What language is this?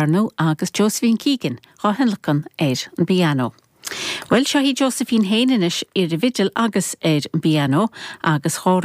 Irish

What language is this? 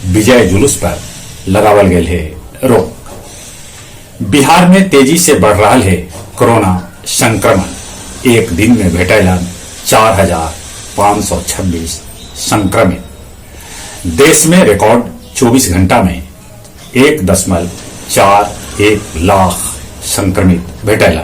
Magahi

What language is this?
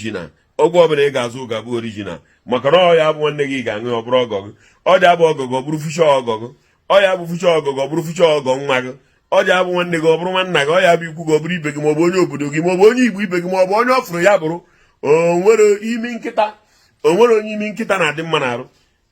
Igbo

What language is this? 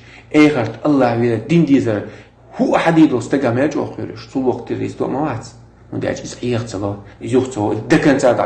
Chechen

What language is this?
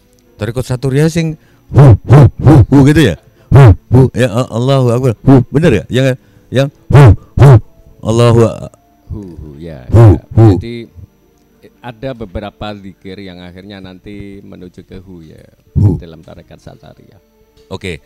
Indonesian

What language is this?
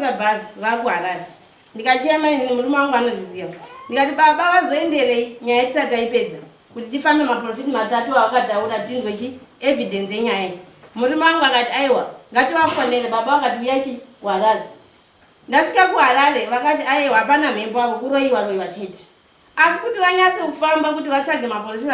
Shona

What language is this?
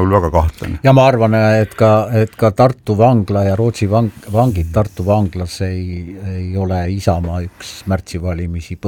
Estonian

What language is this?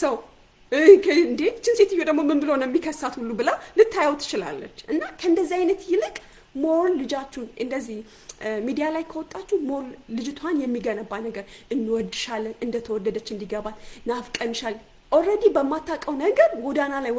Amharic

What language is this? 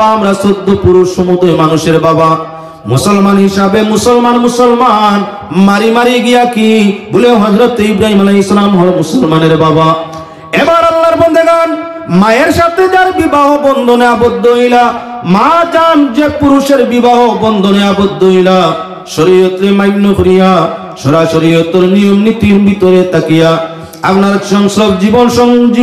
Sylheti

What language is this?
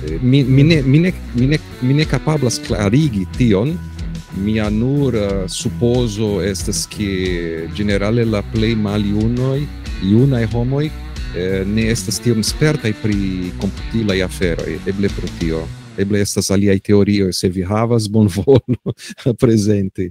Esperanto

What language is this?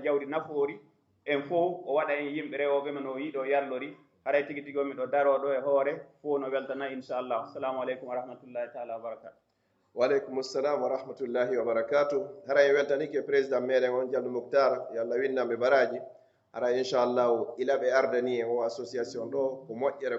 Pular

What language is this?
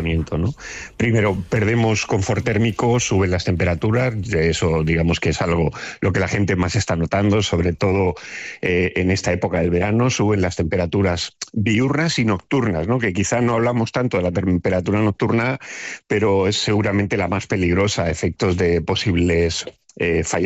Spanish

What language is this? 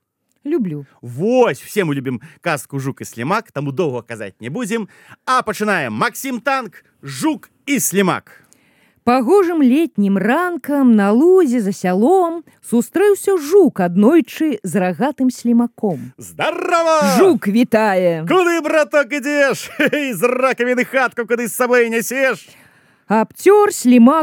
Belarusian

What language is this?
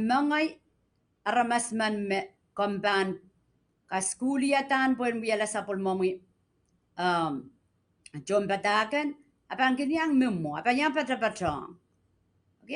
Pohnpeian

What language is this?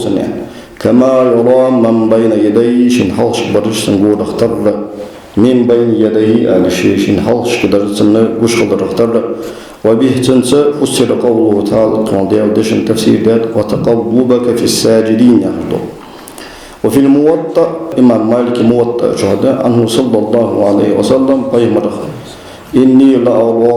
Ingush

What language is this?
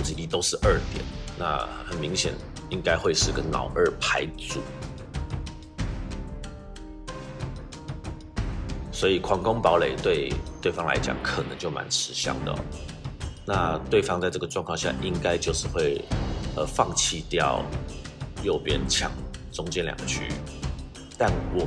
Chinese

